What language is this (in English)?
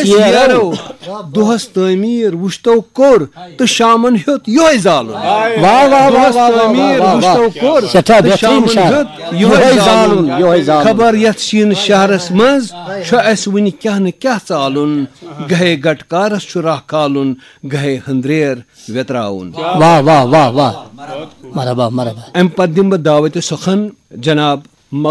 Kashmiri